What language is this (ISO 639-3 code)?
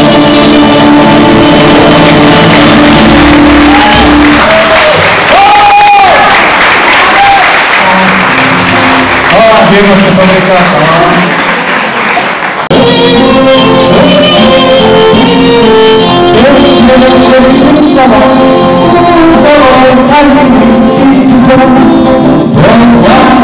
srp